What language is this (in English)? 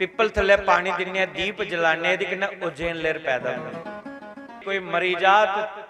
Dogri